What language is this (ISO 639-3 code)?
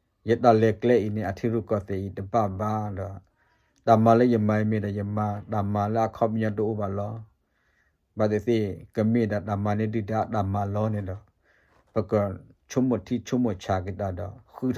ksw